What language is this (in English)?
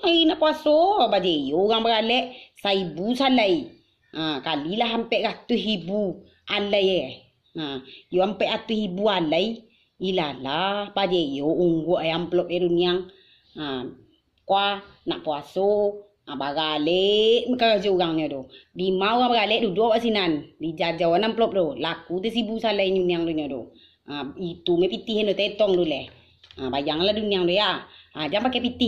Minangkabau